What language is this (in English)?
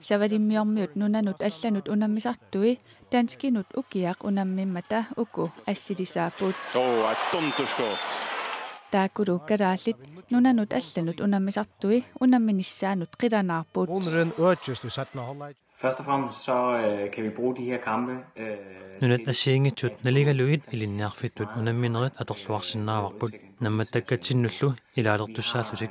Kalaallisut